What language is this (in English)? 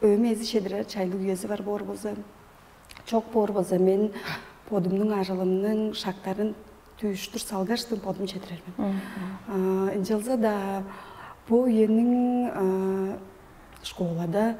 Tuvinian